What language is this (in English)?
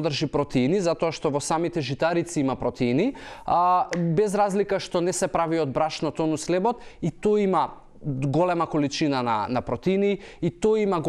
Macedonian